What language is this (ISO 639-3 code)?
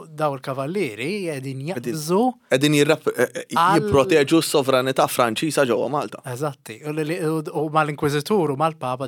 mlt